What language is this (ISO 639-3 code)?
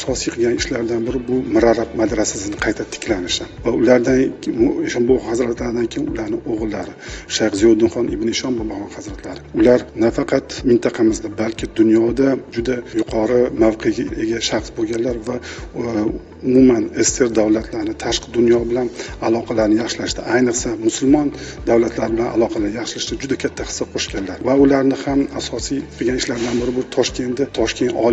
uzb